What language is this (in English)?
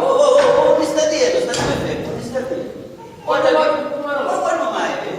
Sicilian